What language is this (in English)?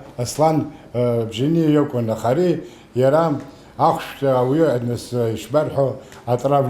Abkhazian